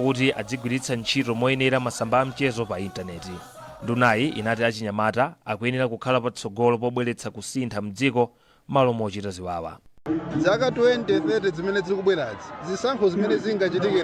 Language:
Nyanja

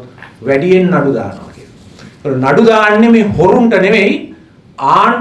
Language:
Sinhala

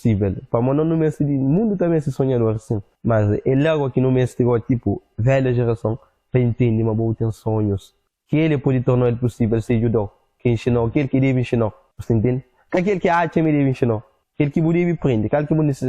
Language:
Kabuverdianu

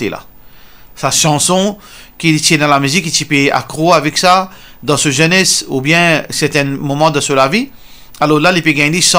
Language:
Morisyen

